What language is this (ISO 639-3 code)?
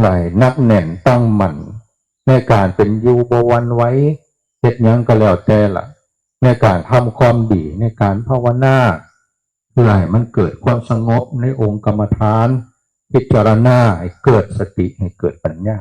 tts